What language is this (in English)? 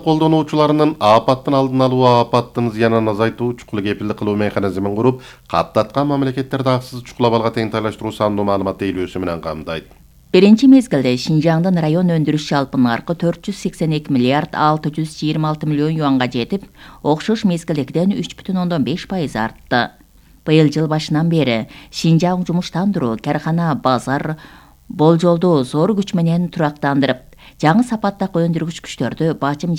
Kyrgyz